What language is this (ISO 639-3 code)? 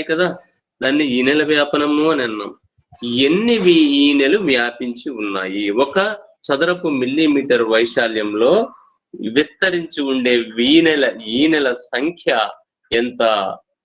tel